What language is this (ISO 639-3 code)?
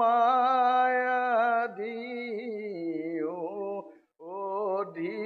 asm